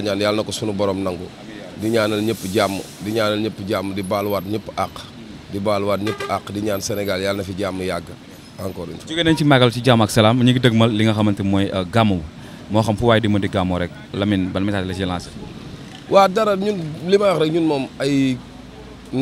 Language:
Wolof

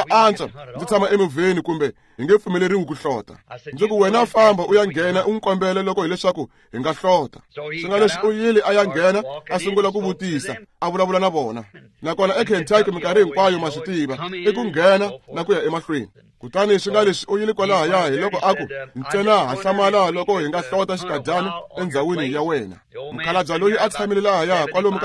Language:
Tsonga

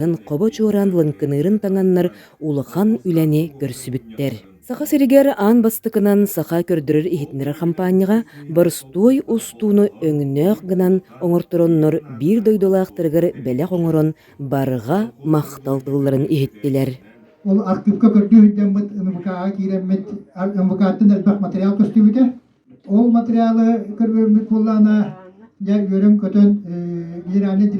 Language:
Yakut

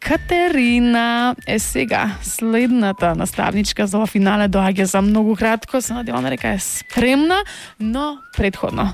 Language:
Macedonian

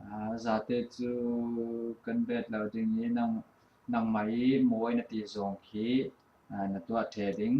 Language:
Falam Chin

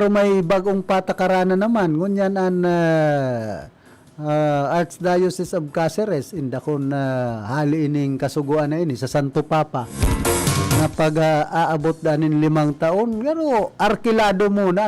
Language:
Bikol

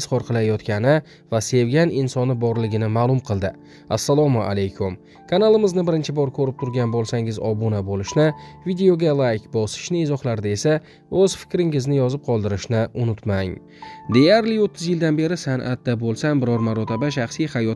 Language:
Uzbek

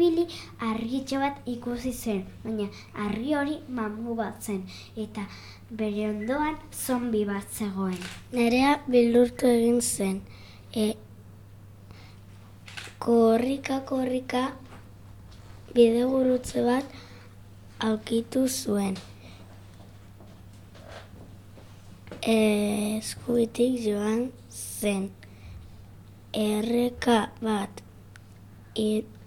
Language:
Basque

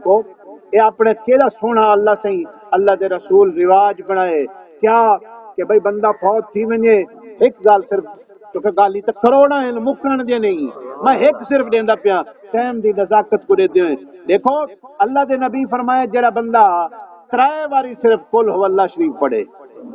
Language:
Saraiki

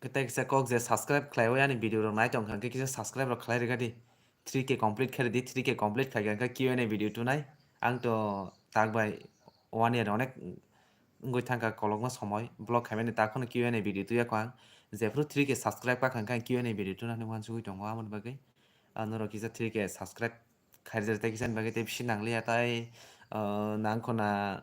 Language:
Kok Borok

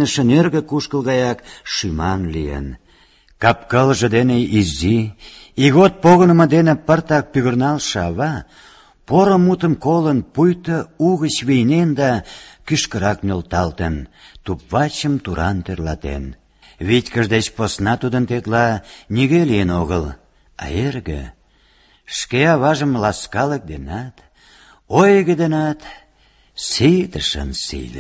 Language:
Mari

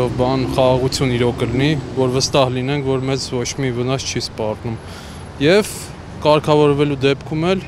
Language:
Armenian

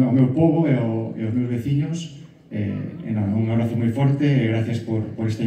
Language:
Galician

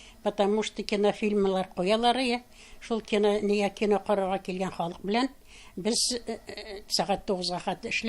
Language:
Tatar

